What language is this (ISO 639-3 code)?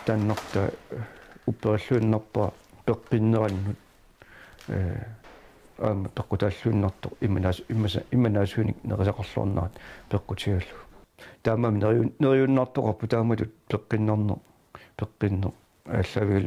kal